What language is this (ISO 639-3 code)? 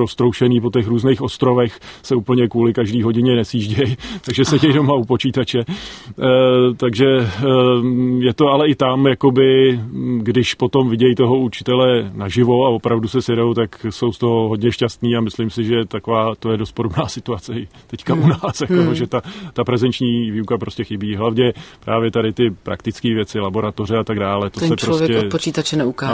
ces